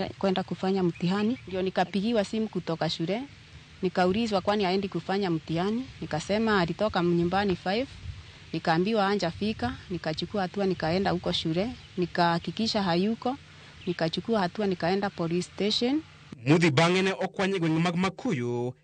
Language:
Luo (Kenya and Tanzania)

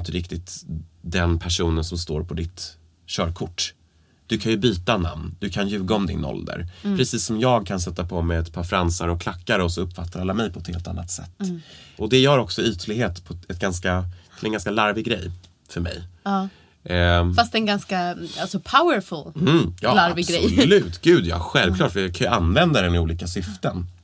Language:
Swedish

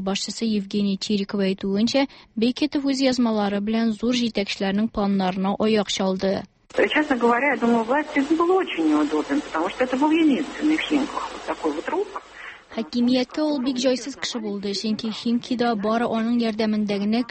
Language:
Tatar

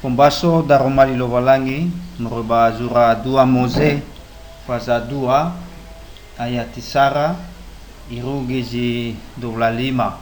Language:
Nias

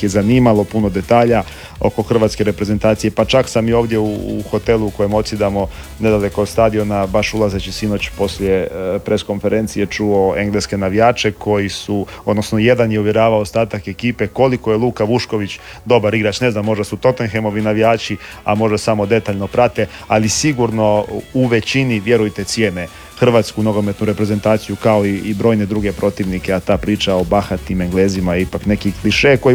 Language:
Croatian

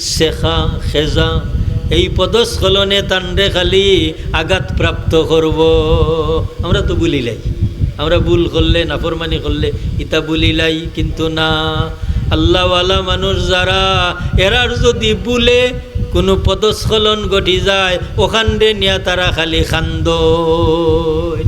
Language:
Sylheti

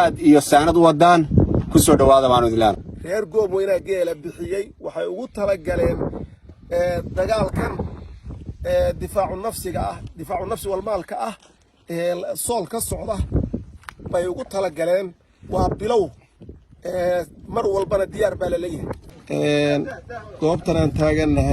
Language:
Somali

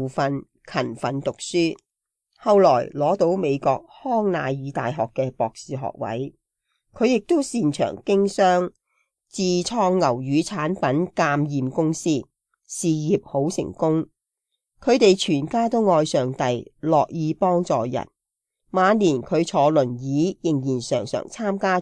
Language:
Cantonese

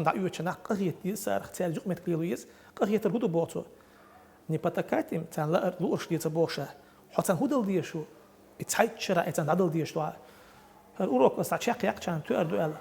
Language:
Chechen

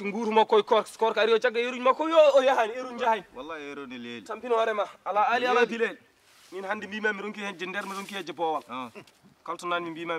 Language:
Fula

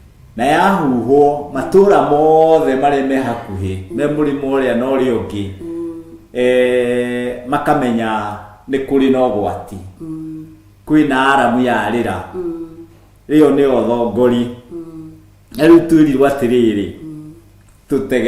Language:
Kikuyu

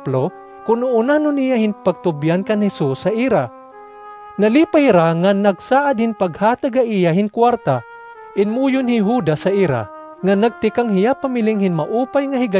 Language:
Waray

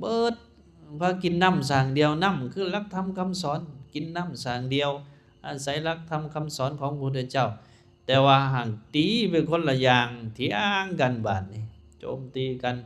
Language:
Lao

